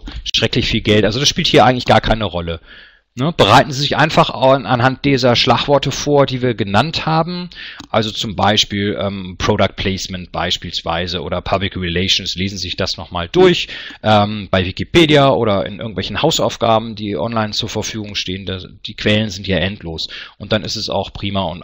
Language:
German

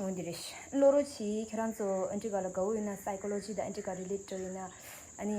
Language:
Tibetan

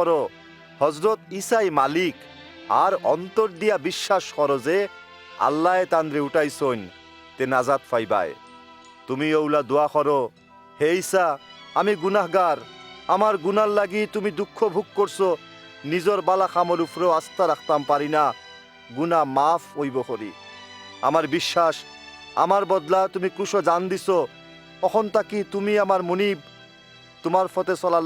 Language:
Sylheti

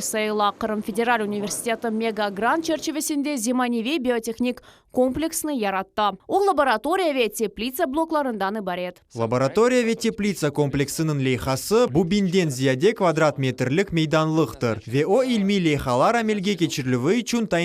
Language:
Crimean Tatar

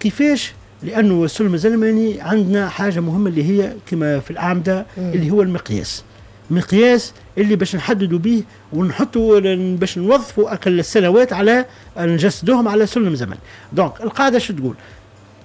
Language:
Tunisian Arabic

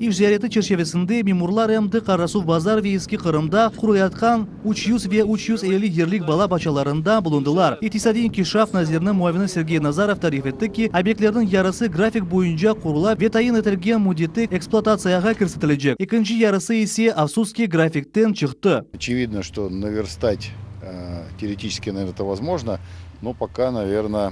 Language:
Crimean Tatar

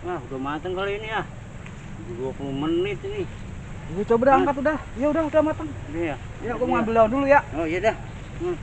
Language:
Betawi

